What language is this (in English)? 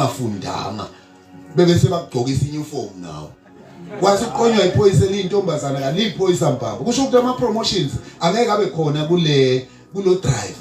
Zulu